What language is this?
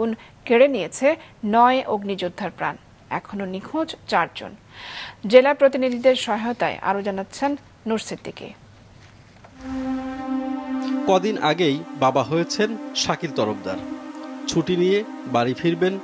Bangla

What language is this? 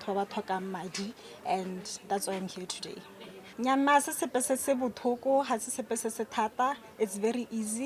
Tswana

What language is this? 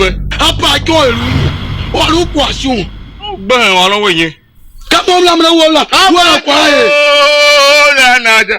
Tiv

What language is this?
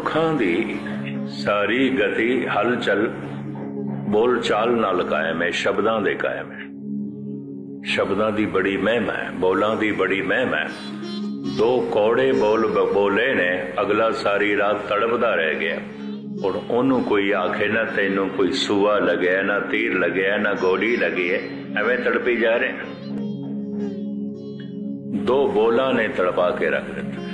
Punjabi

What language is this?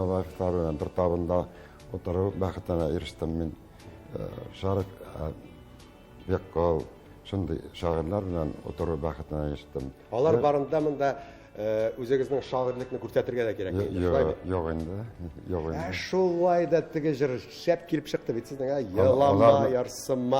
Tatar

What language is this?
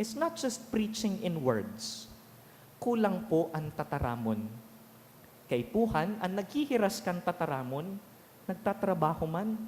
Bikol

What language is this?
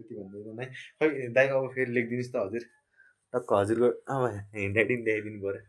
Nepali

